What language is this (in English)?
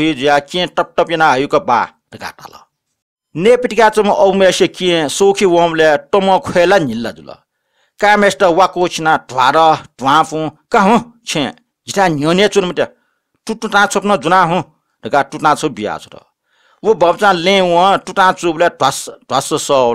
Newari